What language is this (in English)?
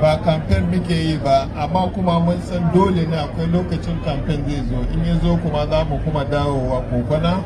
Hausa